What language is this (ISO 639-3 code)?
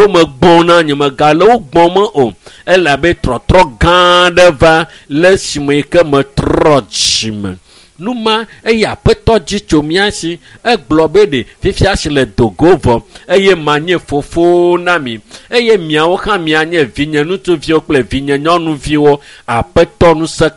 ewe